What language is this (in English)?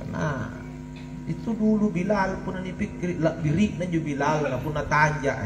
Makasar